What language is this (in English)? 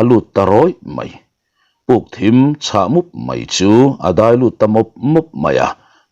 Mizo